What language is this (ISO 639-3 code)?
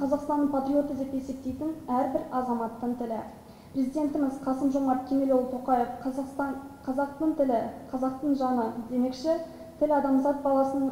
kaz